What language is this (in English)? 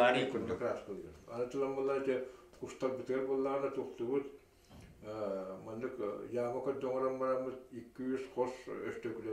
Yakut